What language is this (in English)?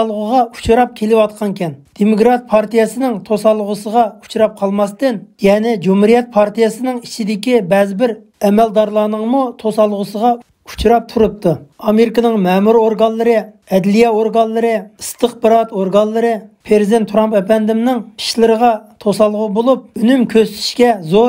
Uyghur